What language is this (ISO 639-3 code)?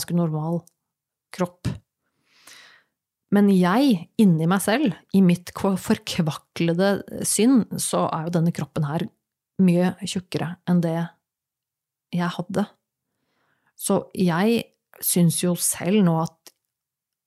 nor